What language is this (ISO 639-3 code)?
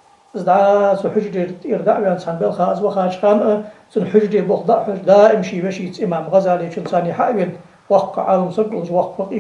inh